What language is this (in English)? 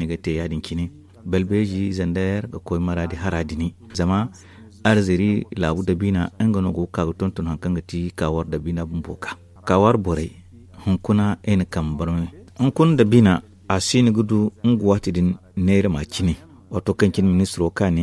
Zarma